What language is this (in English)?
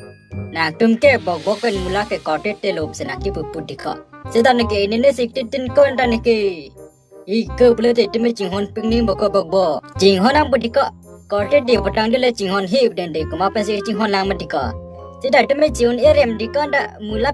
Karbi